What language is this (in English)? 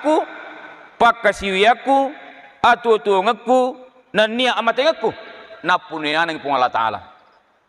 Buginese